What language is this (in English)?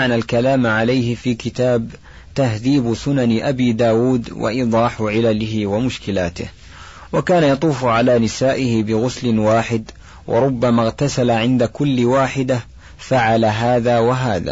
Arabic